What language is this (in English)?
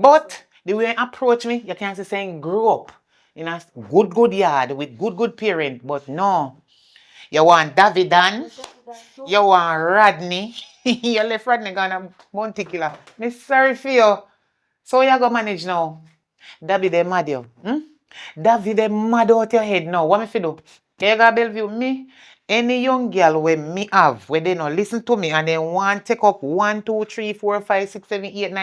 Jamaican Creole English